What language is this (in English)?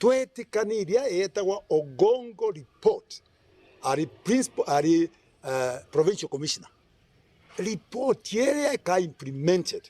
Meru